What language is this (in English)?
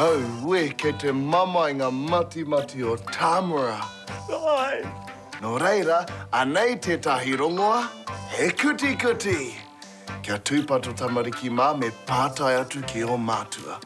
Māori